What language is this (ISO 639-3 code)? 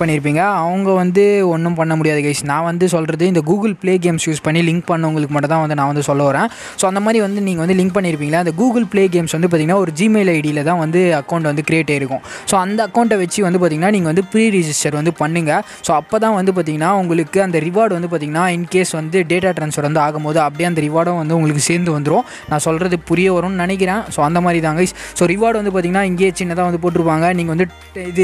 tam